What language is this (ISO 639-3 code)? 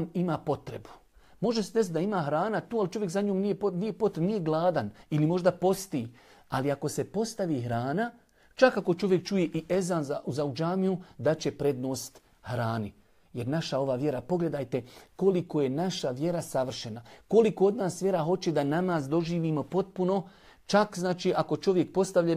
bos